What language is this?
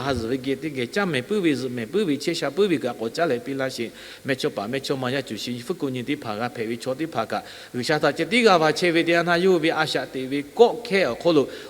Lahu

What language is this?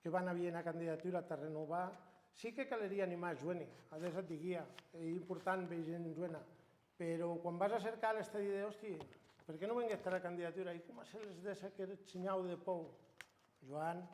Occitan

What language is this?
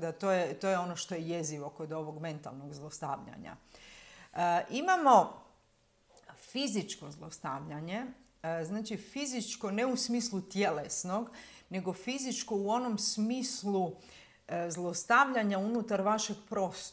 Croatian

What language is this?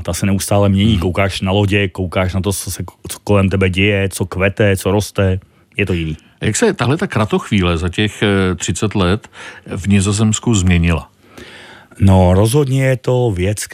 Czech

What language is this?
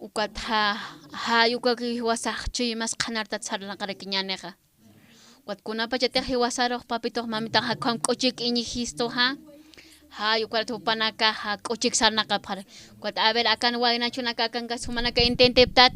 Aymara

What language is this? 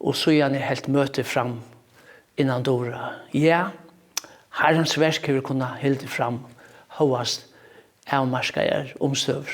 Faroese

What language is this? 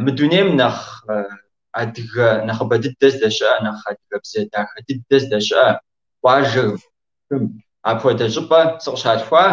Kabardian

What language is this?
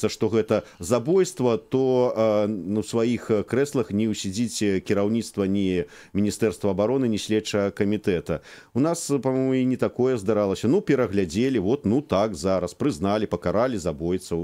Belarusian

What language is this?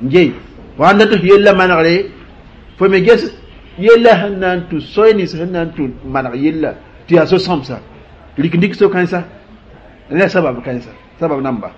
Mossi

